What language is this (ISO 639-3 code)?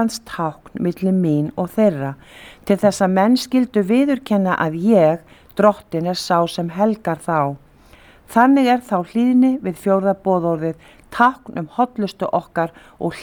isl